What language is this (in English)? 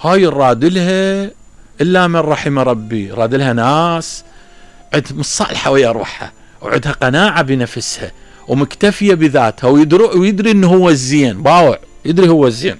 Mesopotamian Arabic